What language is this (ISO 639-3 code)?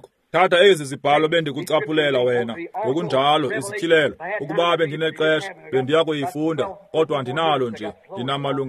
xho